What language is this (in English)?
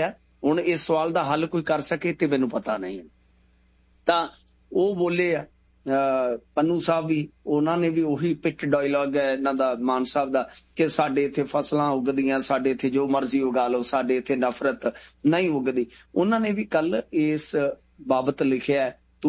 Punjabi